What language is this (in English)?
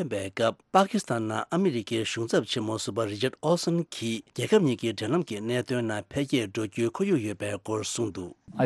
Tibetan